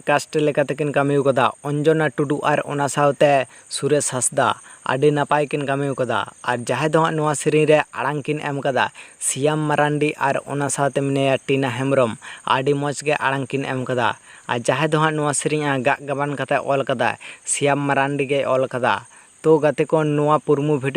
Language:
Santali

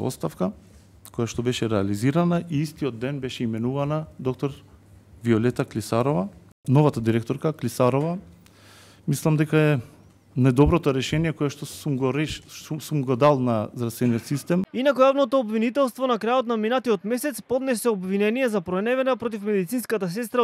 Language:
Macedonian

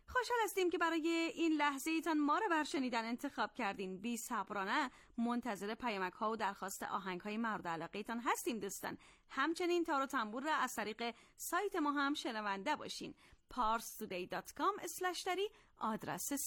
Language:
Persian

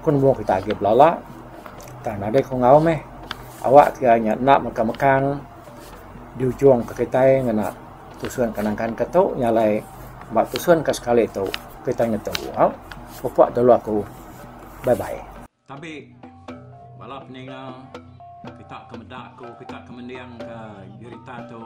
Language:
Iban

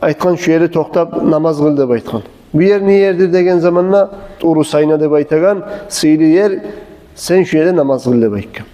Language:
Kumyk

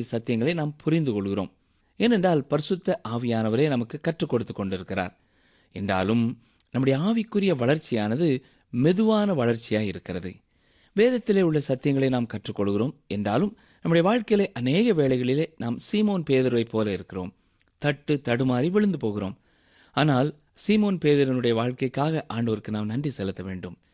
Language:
Tamil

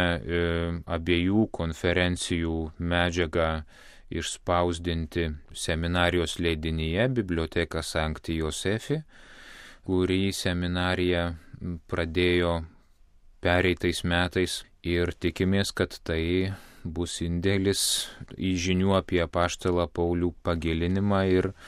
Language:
Lithuanian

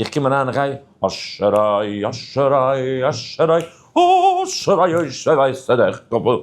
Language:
Yiddish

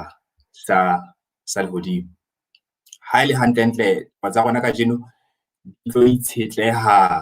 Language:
Southern Sotho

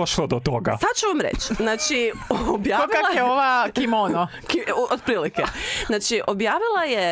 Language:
Croatian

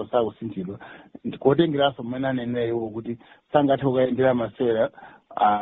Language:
Nyanja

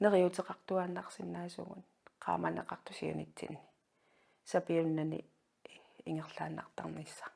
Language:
Kalaallisut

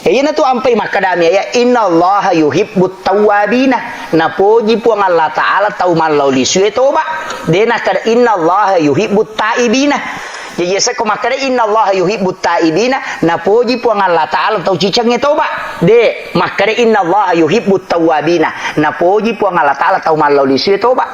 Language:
Buginese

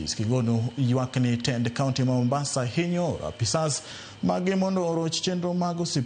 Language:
Luo (Kenya and Tanzania)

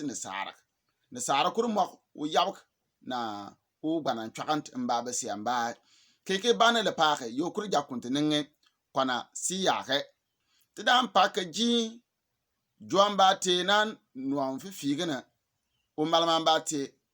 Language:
Bimoba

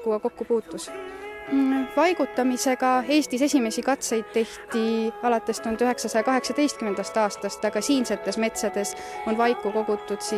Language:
Estonian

